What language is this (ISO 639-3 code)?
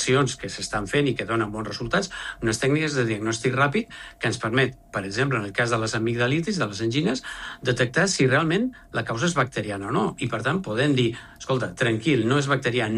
cat